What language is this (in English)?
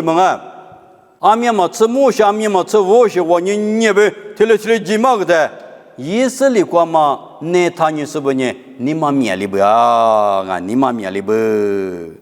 Lisu